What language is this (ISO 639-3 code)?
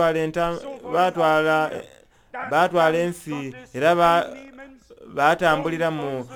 xog